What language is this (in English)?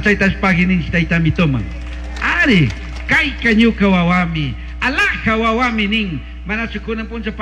Chimborazo Highland Quichua